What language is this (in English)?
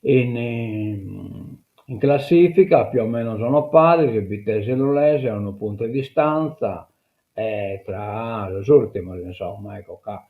Sardinian